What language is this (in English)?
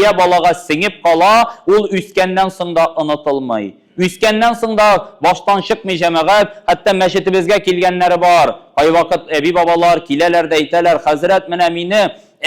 Tatar